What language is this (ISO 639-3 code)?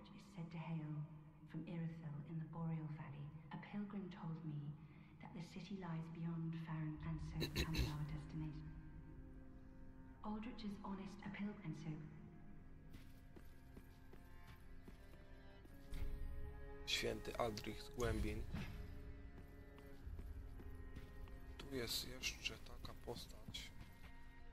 pol